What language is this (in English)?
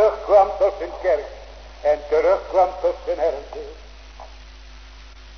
Dutch